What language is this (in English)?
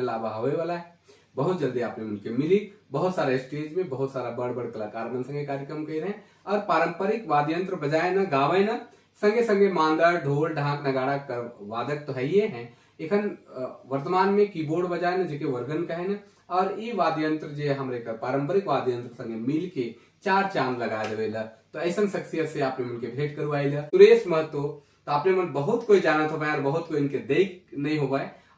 Sadri